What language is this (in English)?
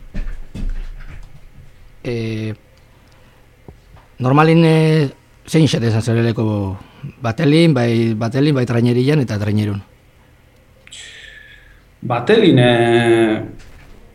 Basque